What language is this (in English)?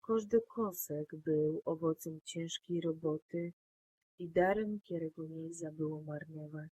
Silesian